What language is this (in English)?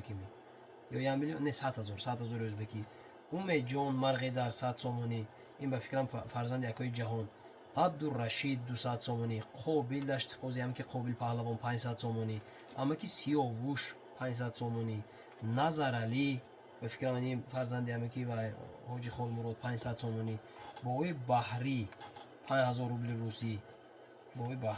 Tajik